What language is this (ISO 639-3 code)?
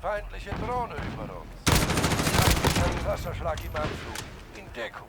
bar